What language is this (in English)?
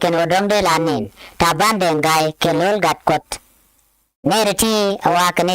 Nuer